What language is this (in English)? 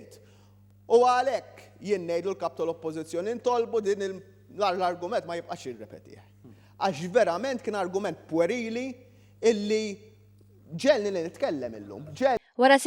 Maltese